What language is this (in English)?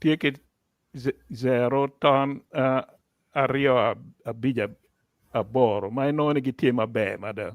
Acoli